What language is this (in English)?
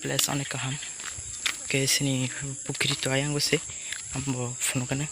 Kok Borok